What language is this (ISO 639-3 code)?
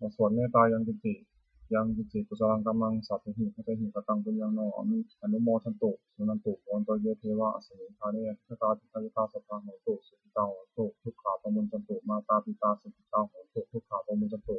pli